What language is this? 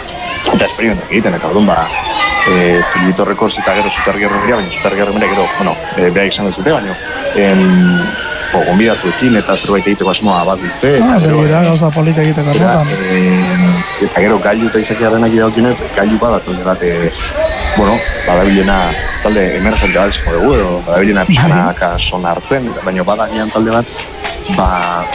Basque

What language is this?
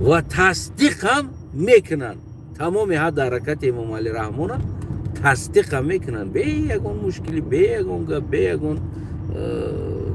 Tajik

